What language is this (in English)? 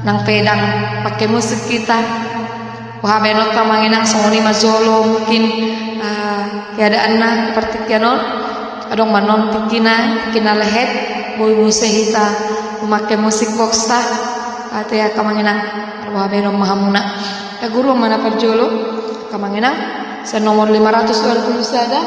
Batak Toba